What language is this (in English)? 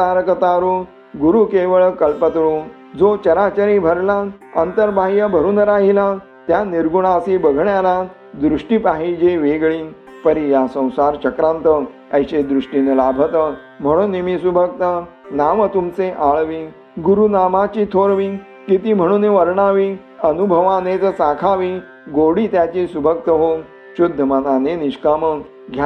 Marathi